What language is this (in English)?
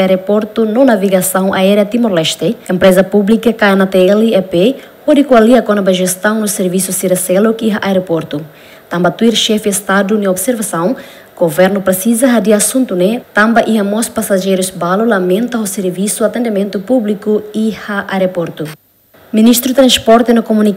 Tetum